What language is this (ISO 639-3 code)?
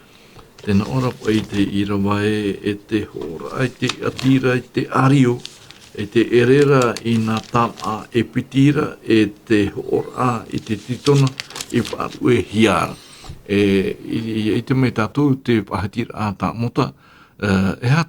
tah